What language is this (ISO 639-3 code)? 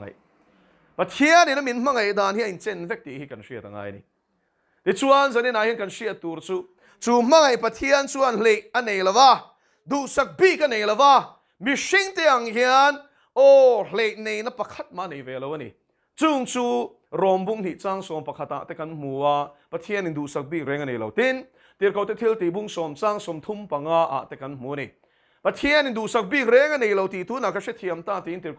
lus